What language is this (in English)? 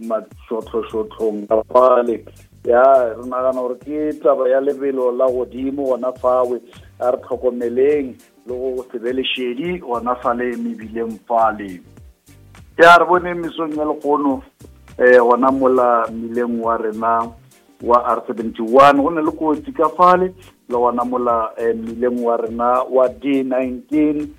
Northern Sotho